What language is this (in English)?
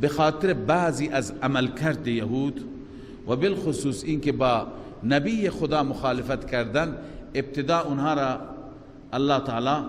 Persian